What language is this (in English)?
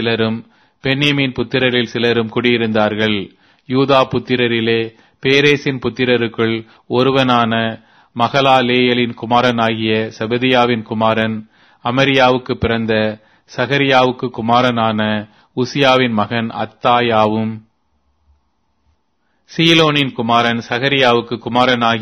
Tamil